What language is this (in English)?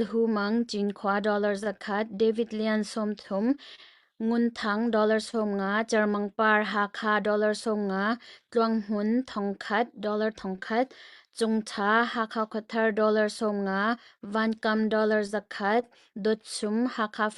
Hakha Chin